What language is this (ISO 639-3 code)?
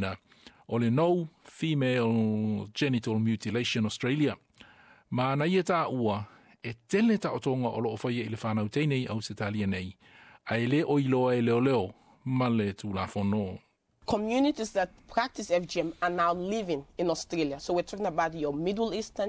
smo